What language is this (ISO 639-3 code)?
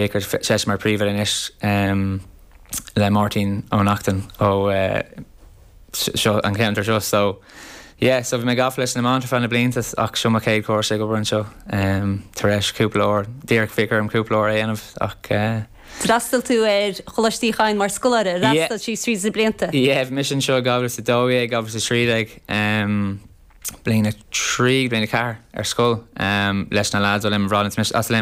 gle